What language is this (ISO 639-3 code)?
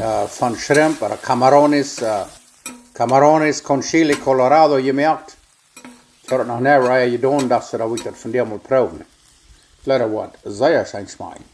pdt